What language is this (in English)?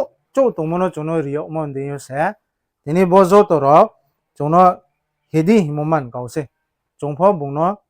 Riang (India)